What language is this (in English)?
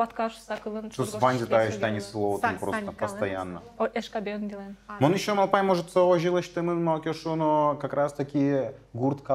Udmurt